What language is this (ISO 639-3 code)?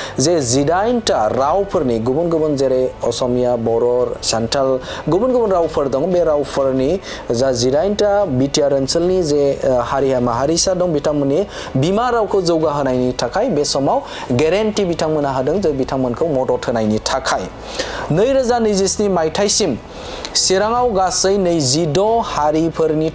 brx